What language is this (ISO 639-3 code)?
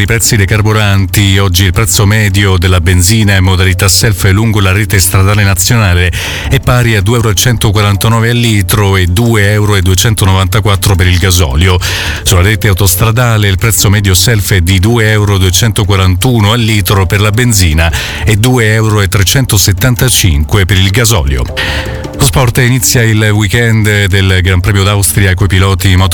ita